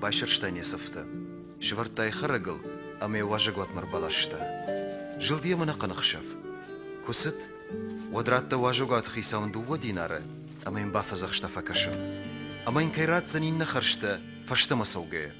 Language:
Ossetic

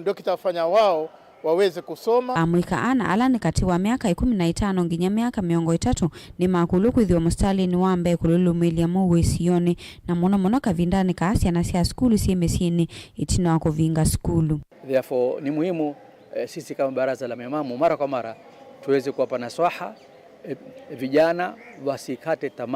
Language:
Kamba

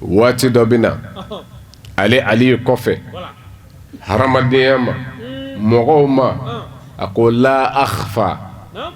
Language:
Bambara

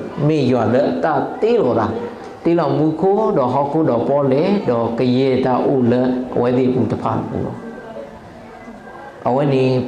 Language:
S'gaw Karen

